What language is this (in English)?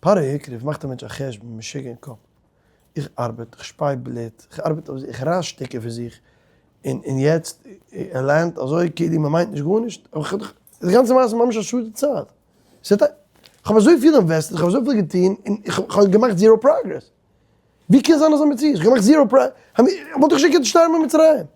Yiddish